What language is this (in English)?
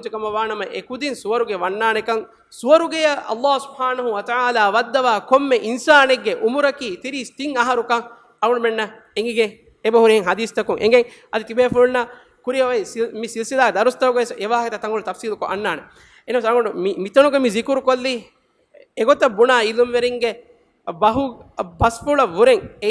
Divehi